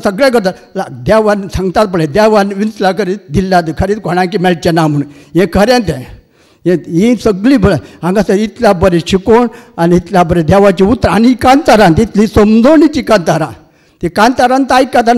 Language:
Konkani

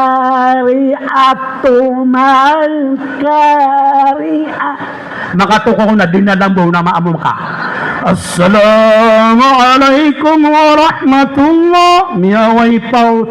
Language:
Maranao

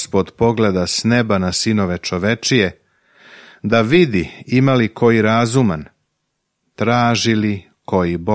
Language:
Serbian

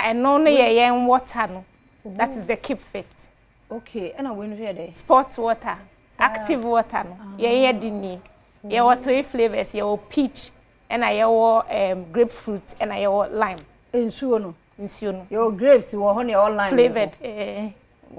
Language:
Akan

